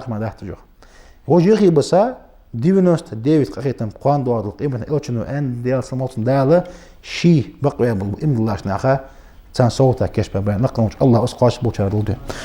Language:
Ingush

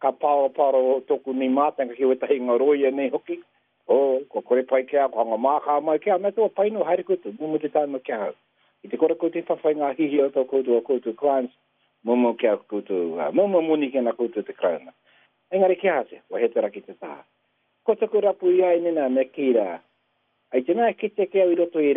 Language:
Māori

